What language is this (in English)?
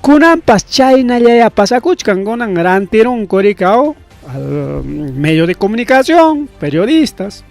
Ayacucho Quechua